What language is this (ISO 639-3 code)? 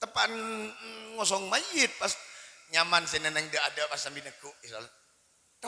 mad